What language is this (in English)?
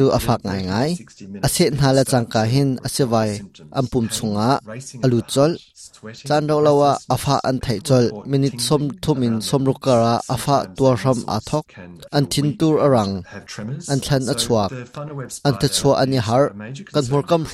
Hakha Chin